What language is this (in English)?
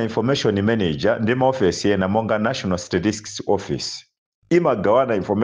Nyanja